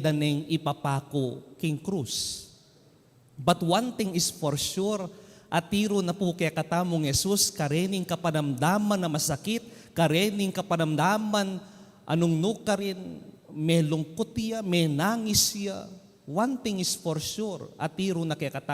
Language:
Pampanga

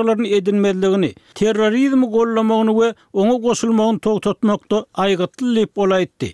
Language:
Turkmen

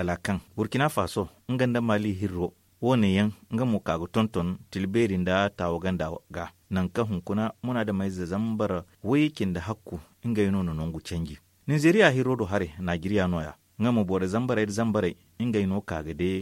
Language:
Zarma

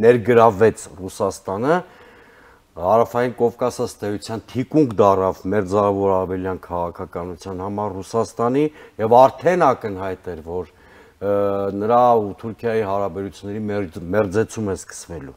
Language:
Armenian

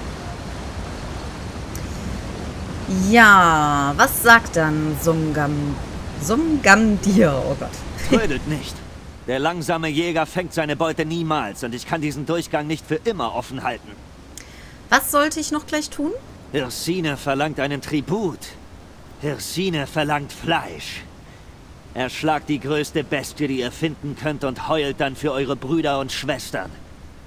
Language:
German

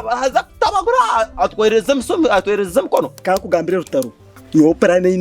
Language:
Nyankole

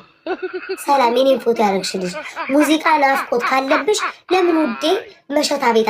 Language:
Amharic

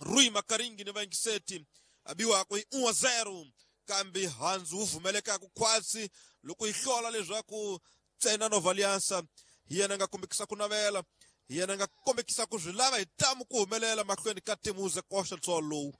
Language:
Tsonga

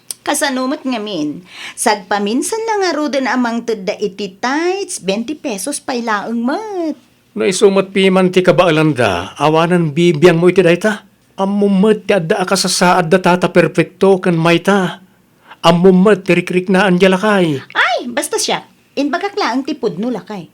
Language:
Iloko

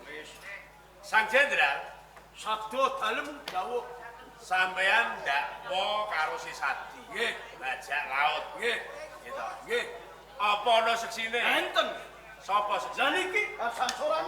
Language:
Javanese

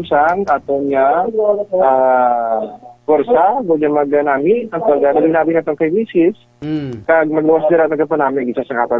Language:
Hiligaynon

